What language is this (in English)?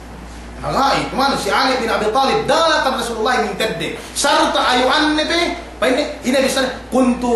Yakan